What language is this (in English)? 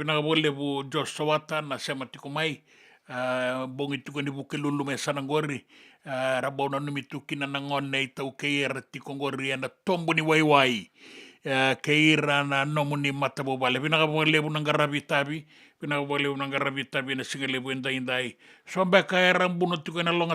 Fijian